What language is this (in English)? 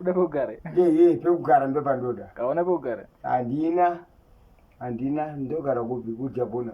Shona